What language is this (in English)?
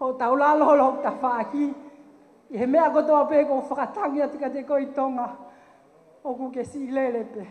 Tongan